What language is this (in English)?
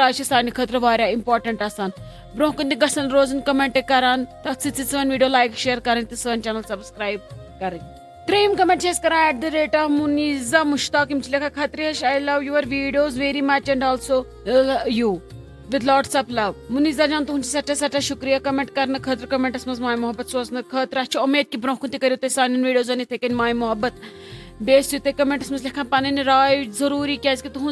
Kashmiri